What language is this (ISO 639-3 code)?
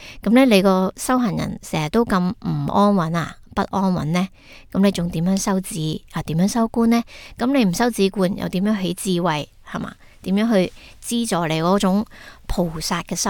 yue